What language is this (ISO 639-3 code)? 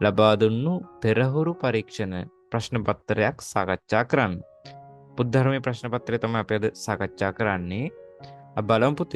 sin